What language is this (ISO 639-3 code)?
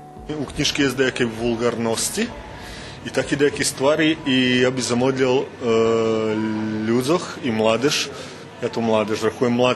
rue